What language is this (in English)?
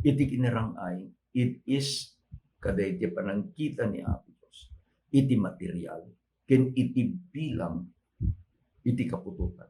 Iloko